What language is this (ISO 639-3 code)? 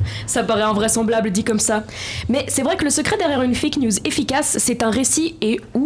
fra